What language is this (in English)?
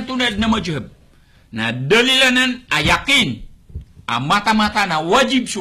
Maranao